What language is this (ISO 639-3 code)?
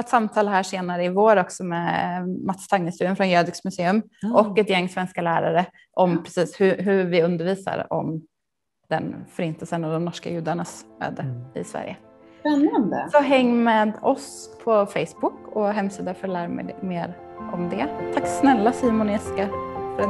swe